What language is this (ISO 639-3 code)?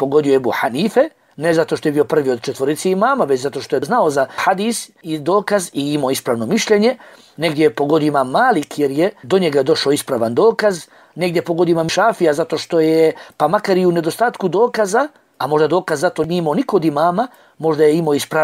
bos